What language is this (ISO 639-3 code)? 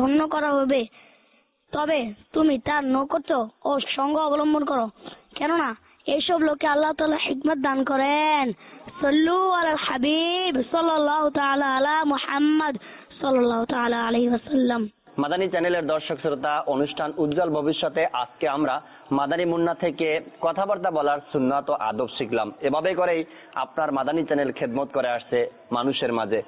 ben